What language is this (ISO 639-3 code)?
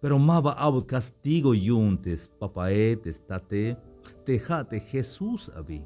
tzh